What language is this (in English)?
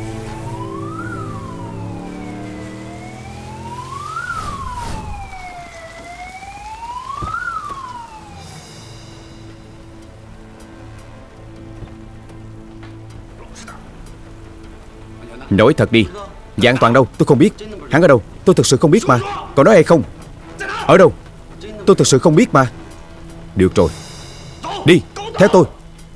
Vietnamese